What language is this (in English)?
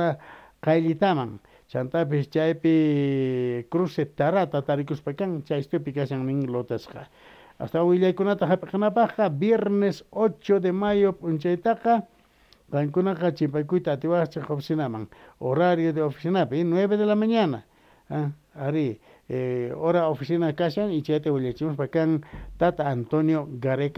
South Bolivian Quechua